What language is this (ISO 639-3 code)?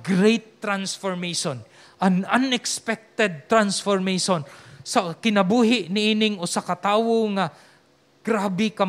ceb